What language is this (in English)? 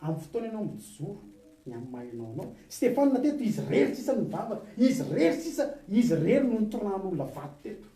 Malagasy